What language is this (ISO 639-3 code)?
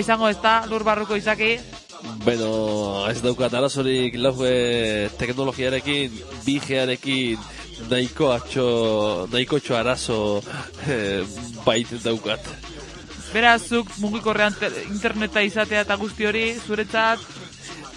eus